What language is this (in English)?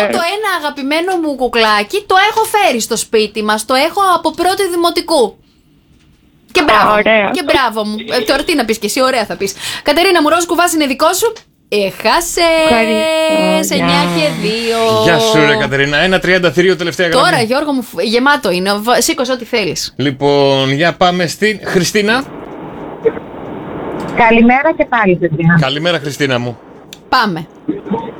Greek